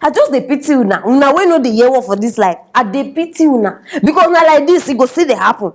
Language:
Nigerian Pidgin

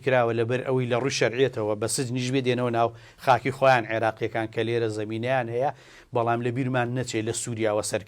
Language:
Central Kurdish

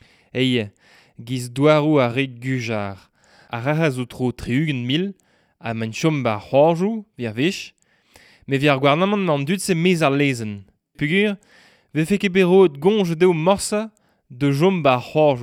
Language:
Breton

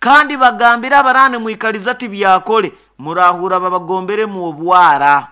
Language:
Nyoro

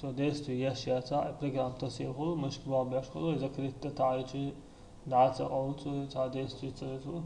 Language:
Chechen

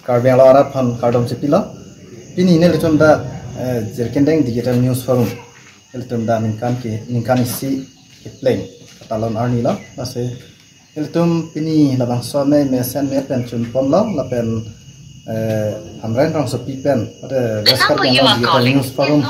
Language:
Karbi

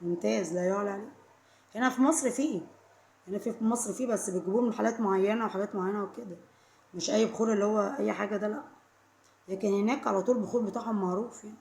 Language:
Egyptian Arabic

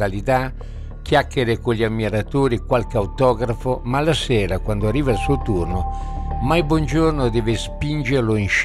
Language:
Italian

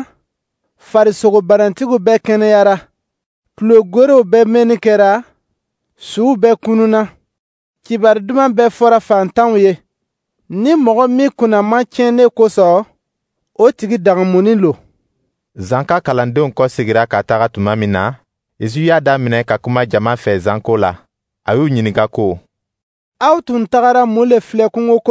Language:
Dyula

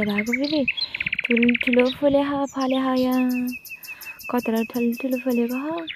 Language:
Nepali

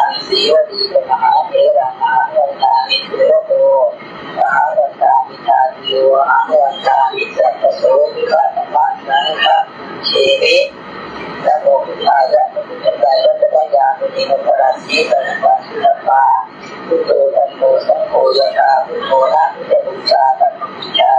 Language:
Pali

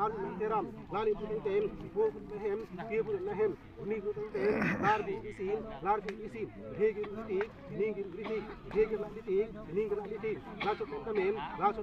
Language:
Karbi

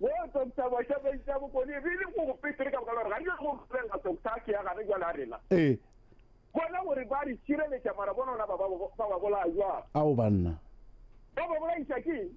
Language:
Northern Sotho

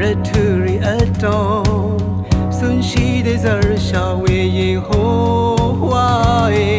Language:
Rawang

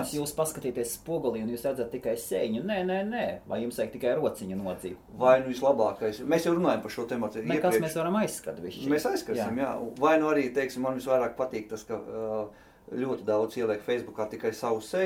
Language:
Latvian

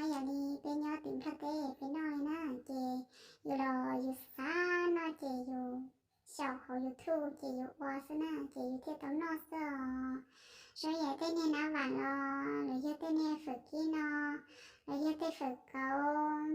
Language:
Hmong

